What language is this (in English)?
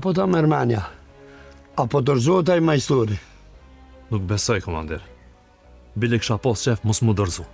Albanian